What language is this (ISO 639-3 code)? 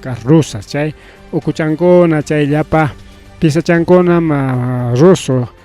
quy